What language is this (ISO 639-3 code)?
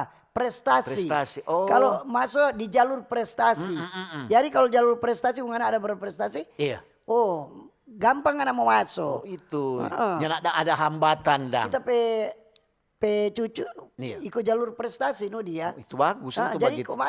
xmm